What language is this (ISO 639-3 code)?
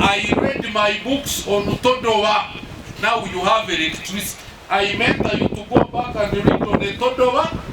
nyn